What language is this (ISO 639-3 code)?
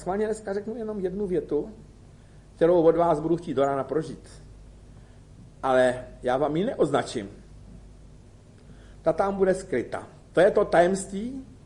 ces